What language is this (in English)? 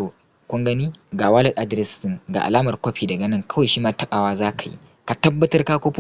Hausa